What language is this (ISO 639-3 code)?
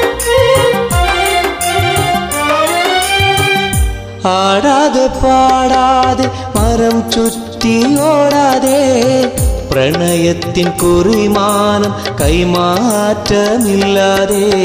mal